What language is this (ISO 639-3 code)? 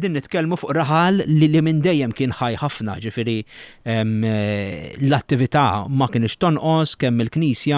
mlt